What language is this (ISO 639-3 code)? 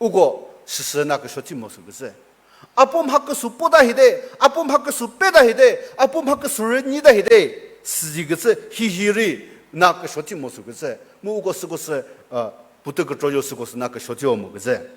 nri